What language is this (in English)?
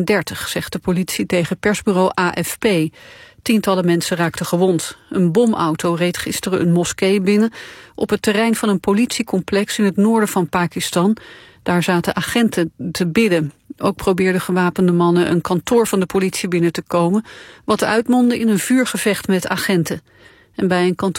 Dutch